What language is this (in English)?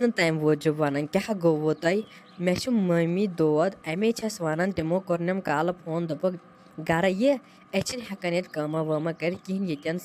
Kashmiri